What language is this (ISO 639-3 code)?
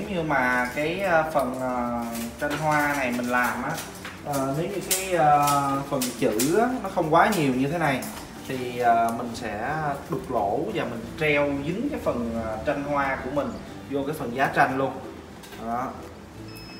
vie